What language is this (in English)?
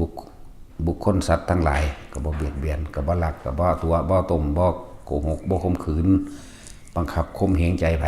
Northeastern Thai